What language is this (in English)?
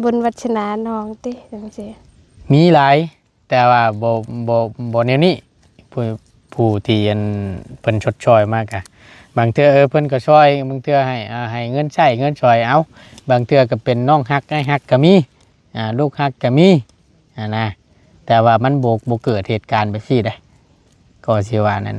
Lao